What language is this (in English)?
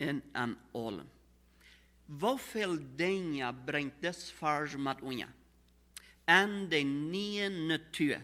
Plautdietsch